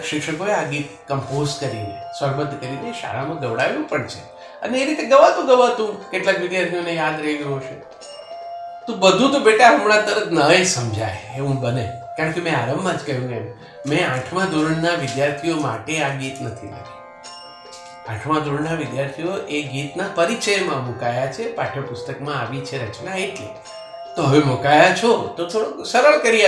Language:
Gujarati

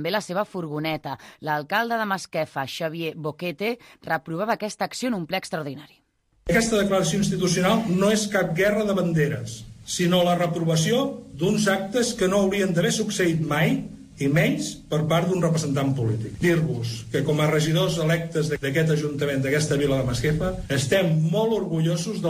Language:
Catalan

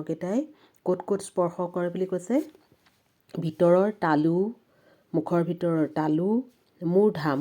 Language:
Assamese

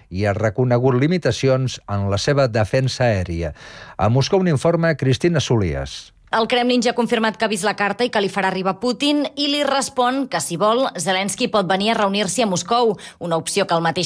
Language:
Catalan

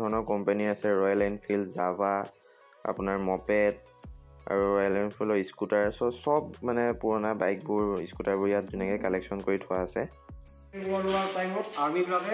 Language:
Assamese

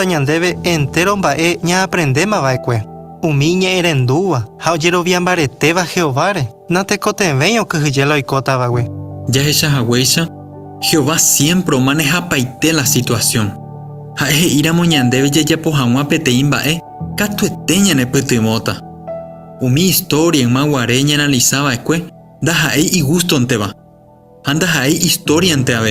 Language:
Guarani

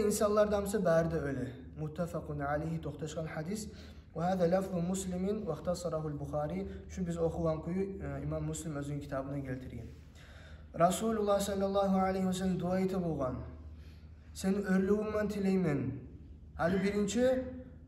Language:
Kumyk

